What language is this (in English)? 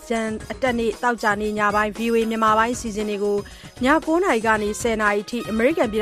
Burmese